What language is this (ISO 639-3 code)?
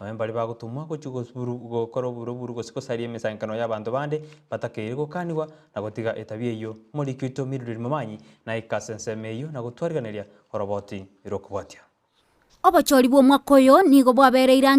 guz